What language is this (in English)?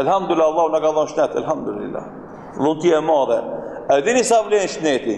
Albanian